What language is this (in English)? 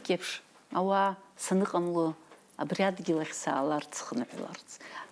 Abkhazian